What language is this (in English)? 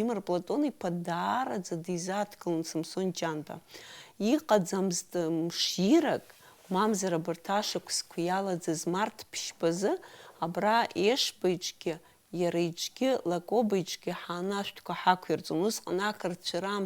Abkhazian